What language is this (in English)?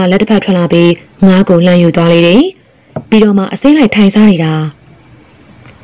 Burmese